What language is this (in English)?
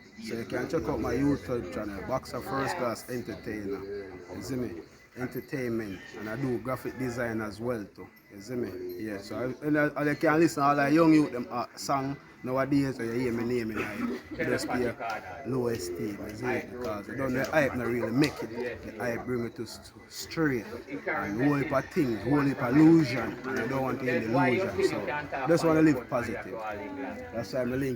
Jamaican Creole English